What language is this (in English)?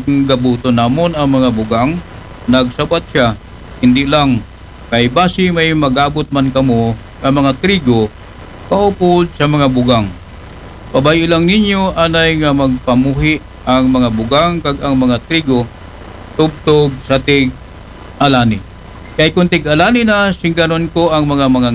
Aklanon